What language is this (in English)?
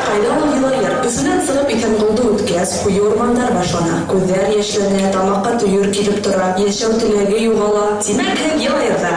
Bashkir